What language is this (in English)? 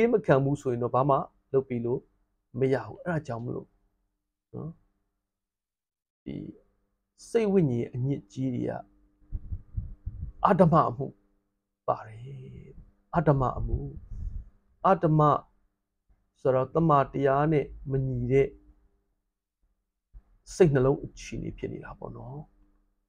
Burmese